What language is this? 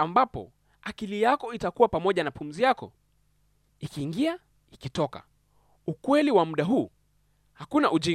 Swahili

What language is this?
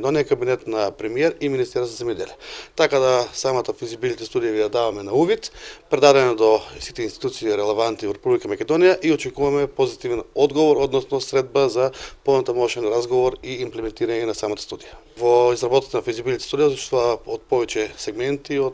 Macedonian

